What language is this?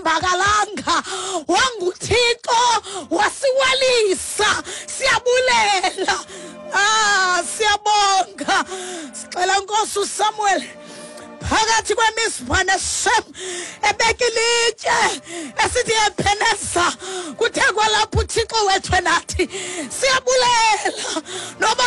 Xhosa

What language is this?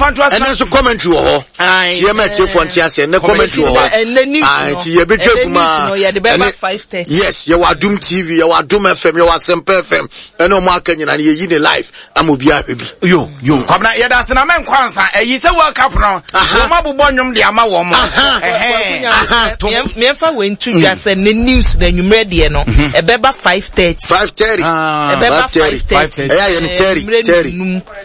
Akan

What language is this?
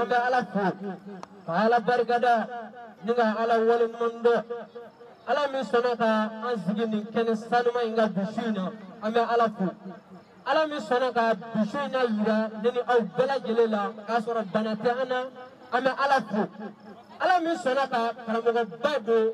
Bambara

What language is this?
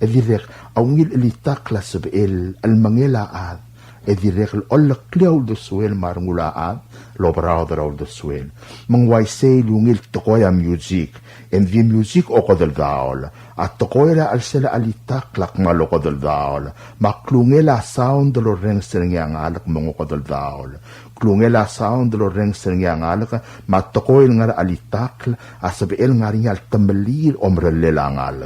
Palauan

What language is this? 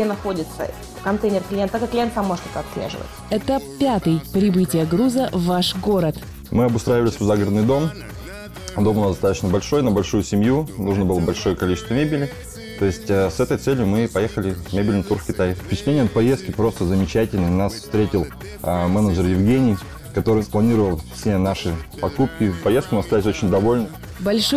Russian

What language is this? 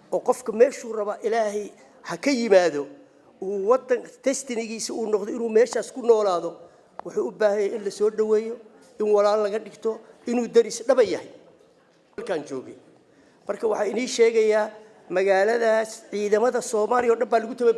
Somali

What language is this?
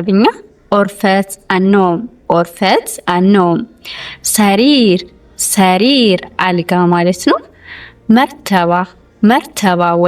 Amharic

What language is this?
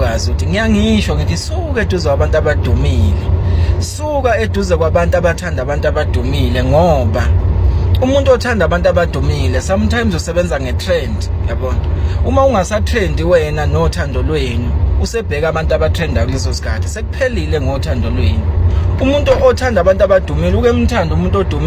Zulu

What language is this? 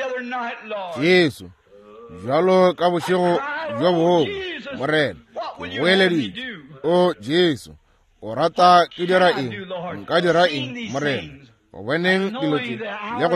Northern Sotho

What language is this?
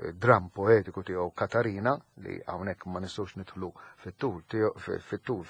Maltese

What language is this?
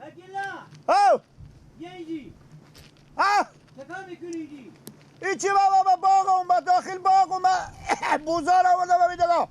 Persian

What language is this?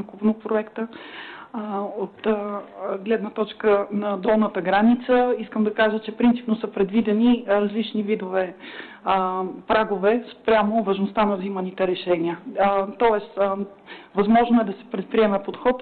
Bulgarian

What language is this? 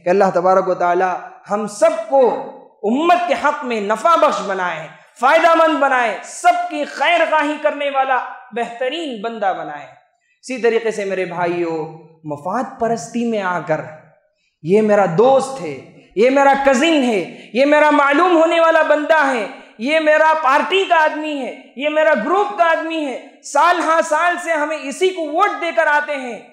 Urdu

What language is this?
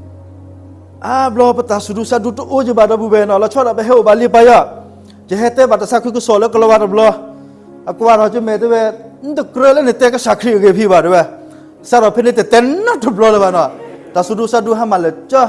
S'gaw Karen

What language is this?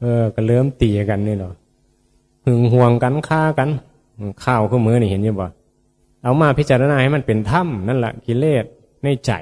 Northeastern Thai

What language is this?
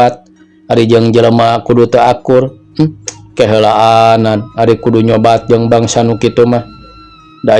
Sundanese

